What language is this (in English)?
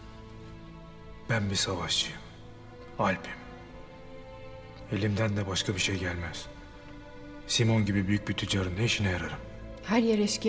Turkish